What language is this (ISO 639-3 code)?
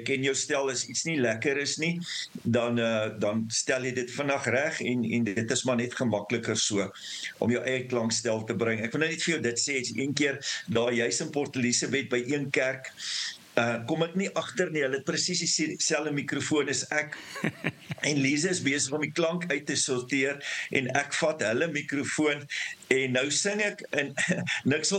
afr